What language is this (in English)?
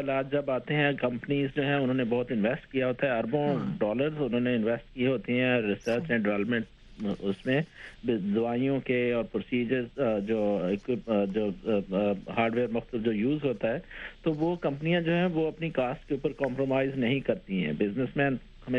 Urdu